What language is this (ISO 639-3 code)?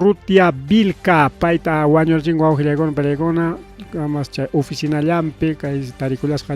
quy